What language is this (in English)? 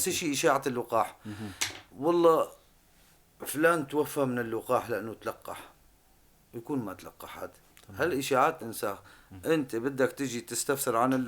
North Levantine Arabic